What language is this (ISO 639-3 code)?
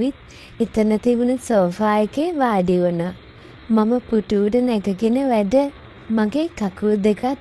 sin